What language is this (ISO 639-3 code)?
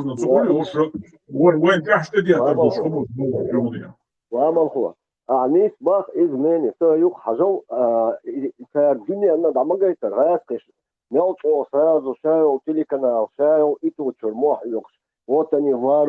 che